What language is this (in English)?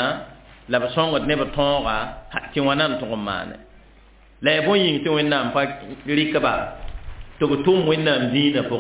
Mossi